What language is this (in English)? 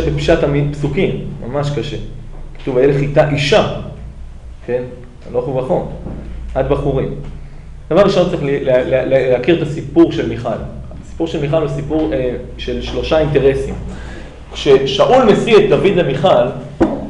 Hebrew